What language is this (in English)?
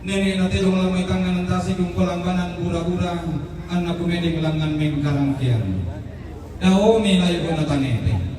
Toraja-Sa'dan